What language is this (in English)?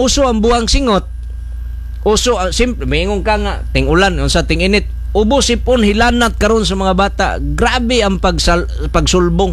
Cebuano